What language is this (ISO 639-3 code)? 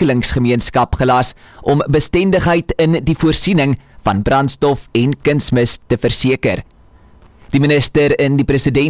afr